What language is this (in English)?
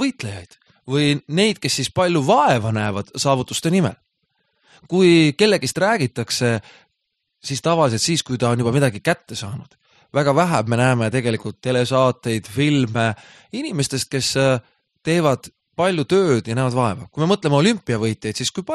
Estonian